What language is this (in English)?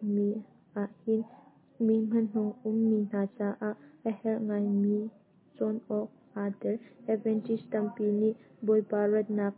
Hakha Chin